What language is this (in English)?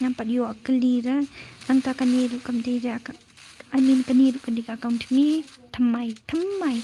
Khasi